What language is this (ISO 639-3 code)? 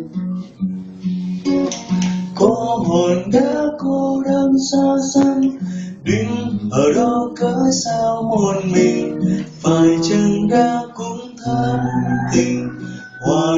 vie